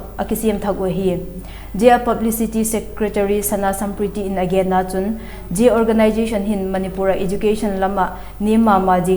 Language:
Vaiphei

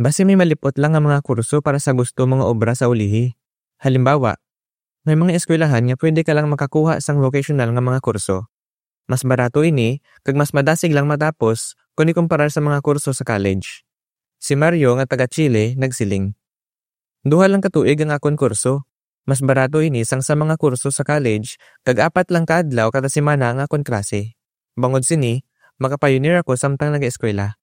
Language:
Hiligaynon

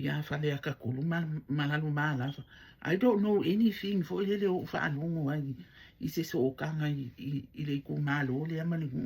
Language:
Samoan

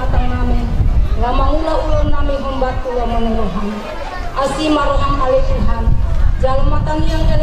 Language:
Batak Toba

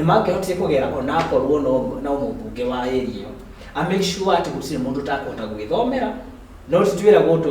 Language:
Kikuyu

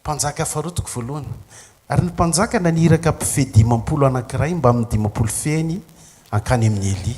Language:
Malagasy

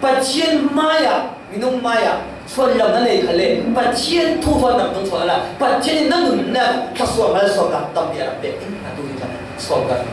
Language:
Falam Chin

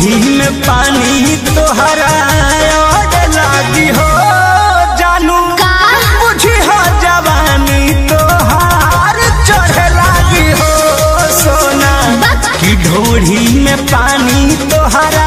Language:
Bhojpuri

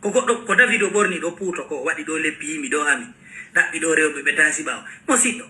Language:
Fula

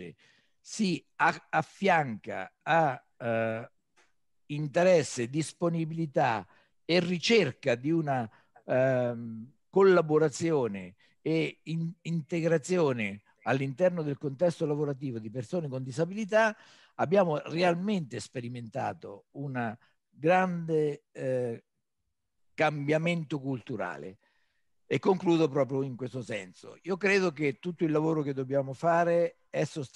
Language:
Italian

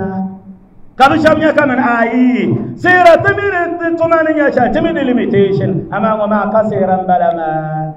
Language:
Dagbani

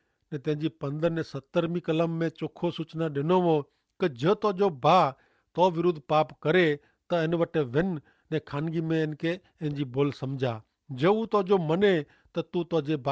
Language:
Kachhi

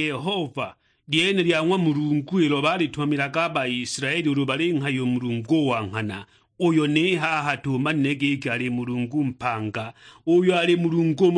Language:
Sukuma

